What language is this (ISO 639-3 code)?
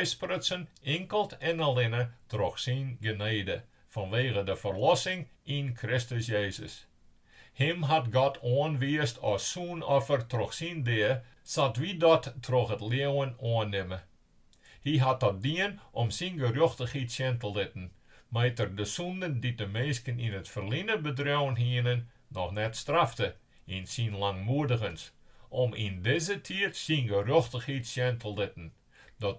fry